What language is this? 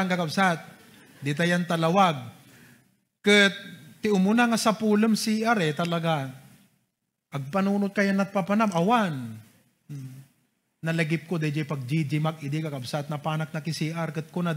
Iloko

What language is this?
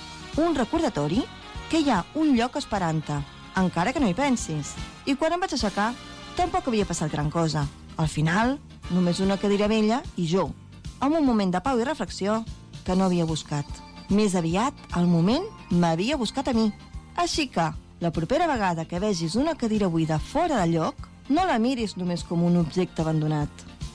Catalan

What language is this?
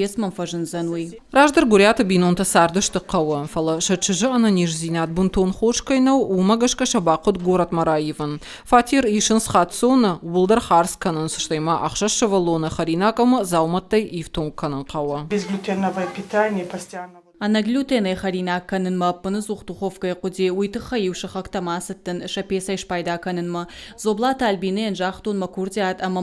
Ossetic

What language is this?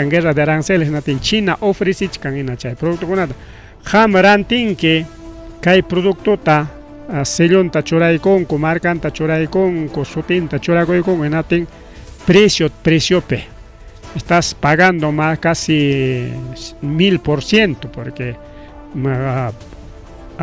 Ayacucho Quechua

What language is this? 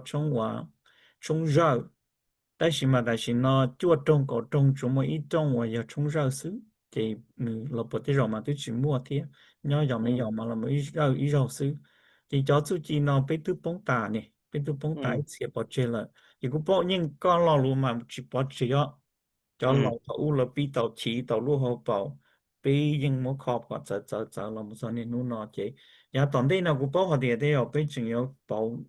Hmong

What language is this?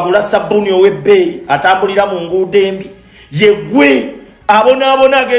Ganda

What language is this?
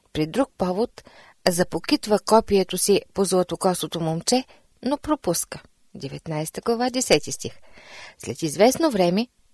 Bulgarian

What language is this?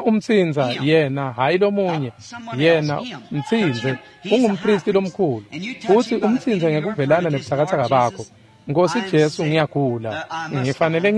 Swati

